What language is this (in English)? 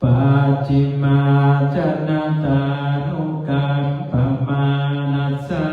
Pali